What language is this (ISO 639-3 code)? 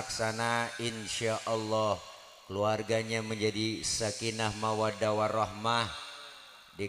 bew